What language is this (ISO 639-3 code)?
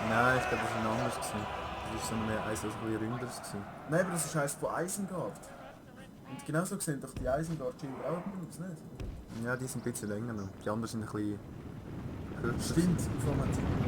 gsw